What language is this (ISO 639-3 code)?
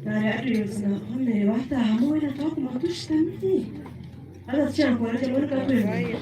nyn